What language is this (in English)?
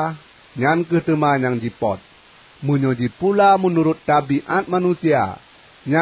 Achinese